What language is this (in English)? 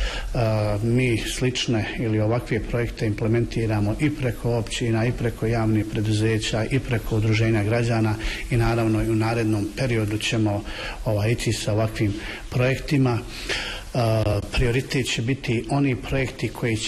Bosnian